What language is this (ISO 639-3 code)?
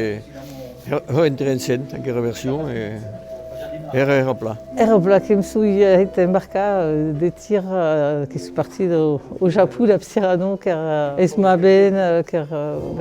oci